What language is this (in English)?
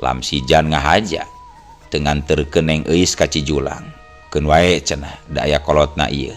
Sundanese